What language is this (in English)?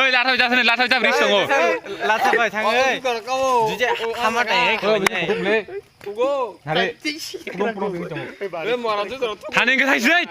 Kok Borok